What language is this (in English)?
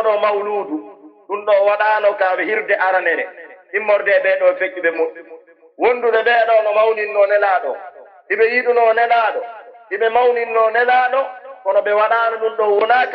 Pular